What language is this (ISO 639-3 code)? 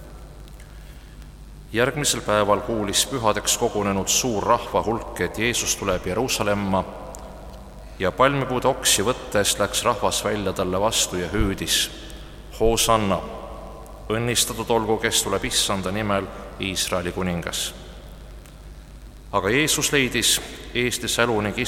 est